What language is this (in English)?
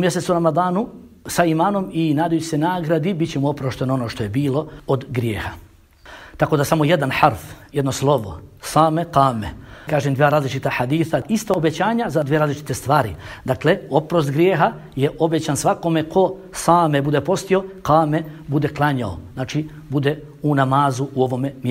Bosnian